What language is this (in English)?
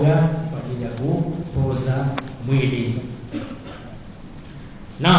Swahili